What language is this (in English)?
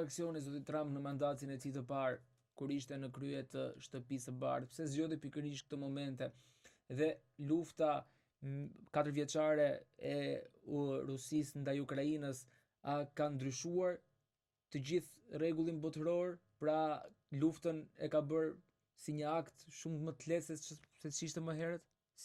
Albanian